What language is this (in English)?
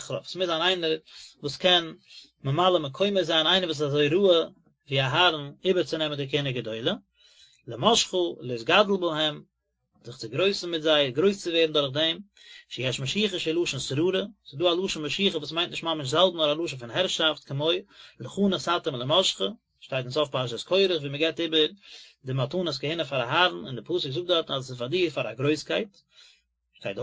Yiddish